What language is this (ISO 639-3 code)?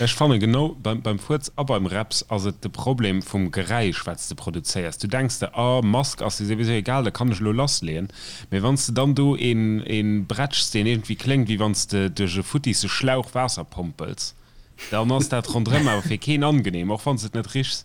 ltz